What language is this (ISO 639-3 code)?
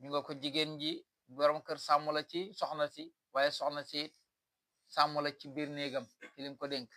wol